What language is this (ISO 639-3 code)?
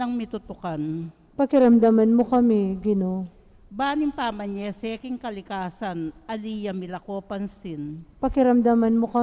pam